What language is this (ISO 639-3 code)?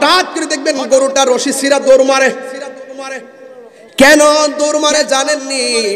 ben